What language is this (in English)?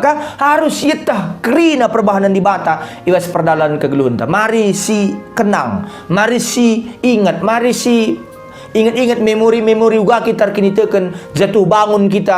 Batak Karo